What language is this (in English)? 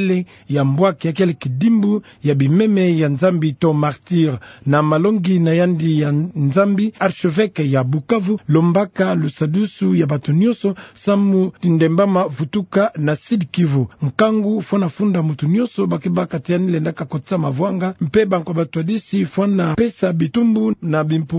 Kituba (Democratic Republic of Congo)